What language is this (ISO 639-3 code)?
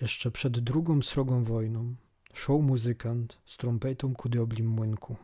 szl